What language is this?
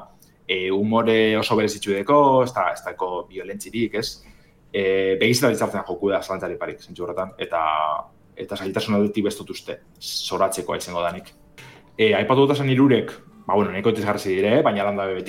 Basque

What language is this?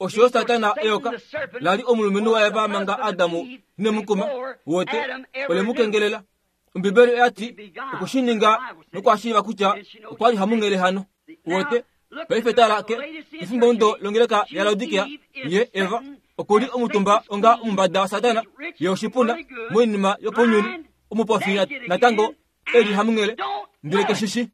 Kuanyama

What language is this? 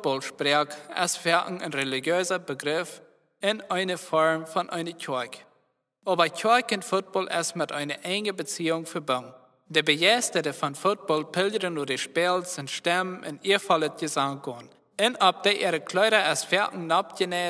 Plautdietsch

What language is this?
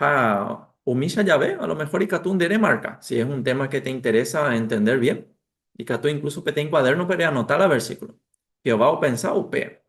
Guarani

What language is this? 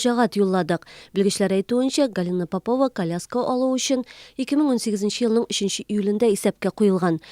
Tatar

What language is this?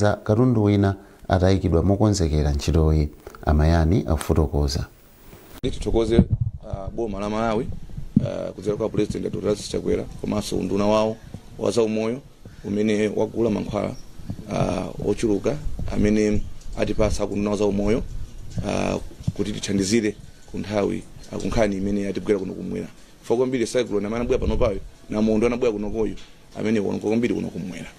Nyanja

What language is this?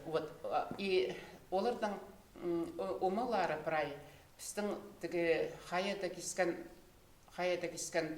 Khakas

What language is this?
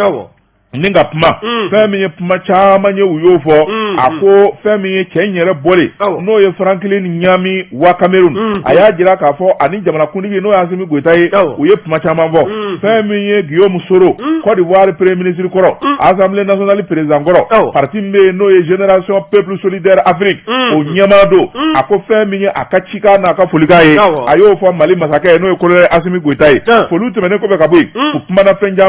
Bambara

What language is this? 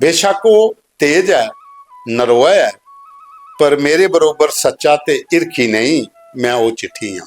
Dogri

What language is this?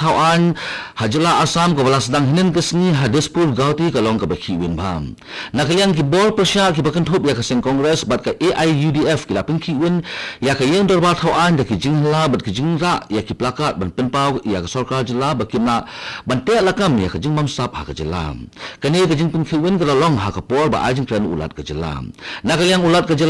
Khasi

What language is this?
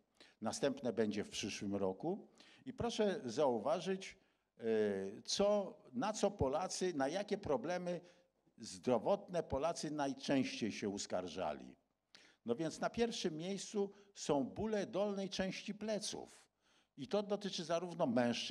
Polish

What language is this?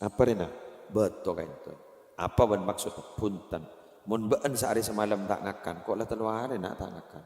Madurese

